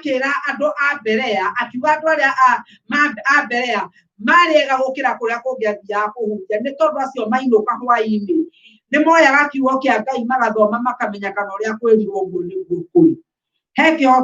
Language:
Kikuyu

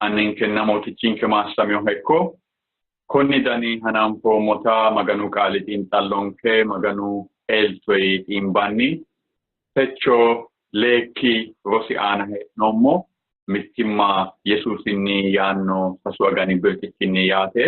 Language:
Sidamo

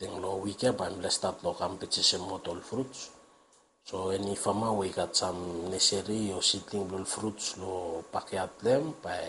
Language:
Bislama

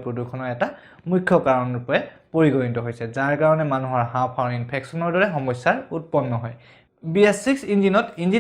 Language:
Assamese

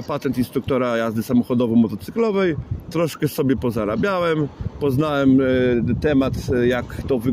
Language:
Polish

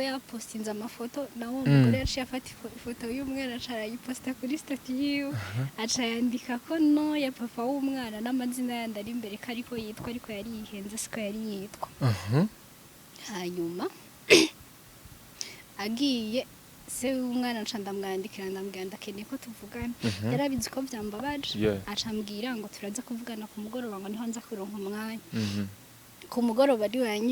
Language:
Rundi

